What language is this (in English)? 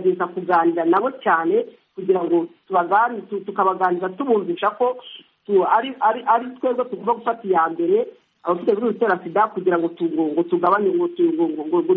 Kinyarwanda